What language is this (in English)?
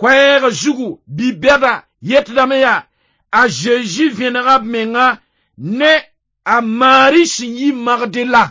Mossi